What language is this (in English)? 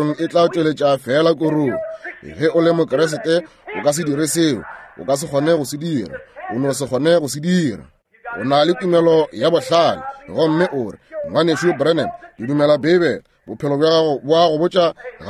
Northern Sotho